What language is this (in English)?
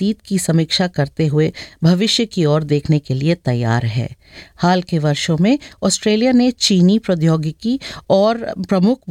Hindi